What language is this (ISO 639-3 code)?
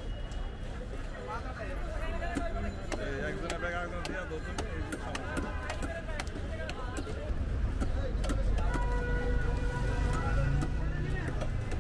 ben